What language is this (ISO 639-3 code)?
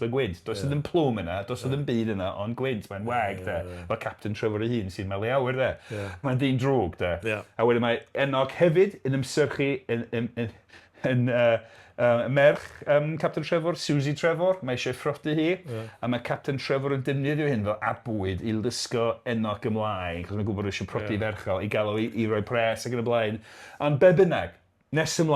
cym